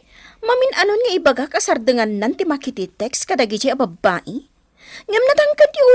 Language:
Iloko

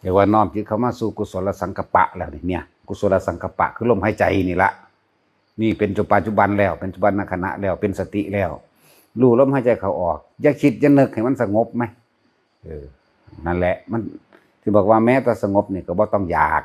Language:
Northeastern Thai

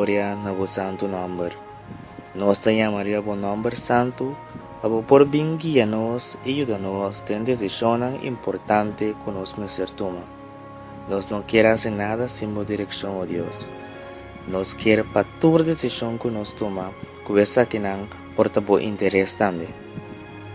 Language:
Papiamento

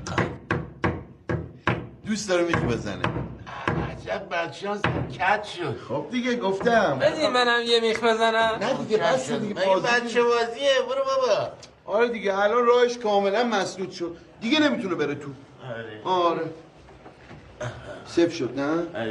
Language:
Persian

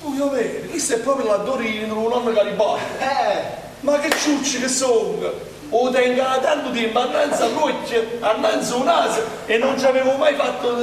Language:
Neapolitan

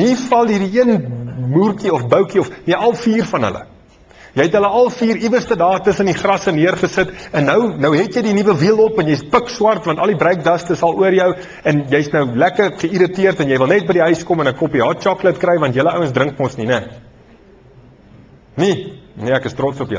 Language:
Afrikaans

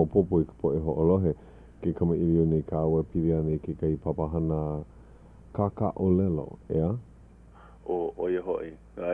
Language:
Hawaiian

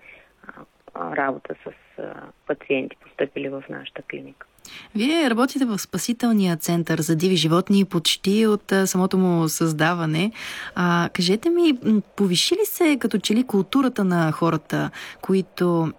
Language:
Bulgarian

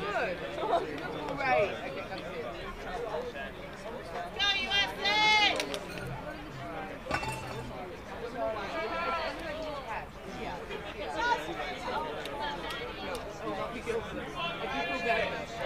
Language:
English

